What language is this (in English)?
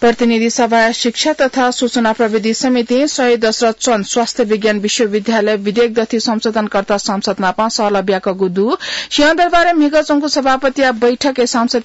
Newari